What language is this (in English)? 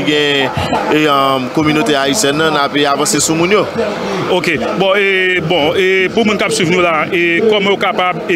Haitian Creole